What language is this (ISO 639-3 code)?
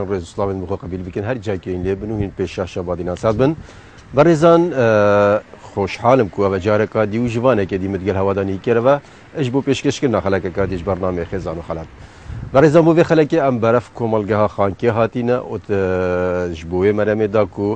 kur